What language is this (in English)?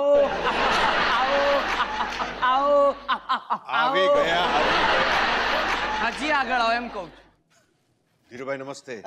Gujarati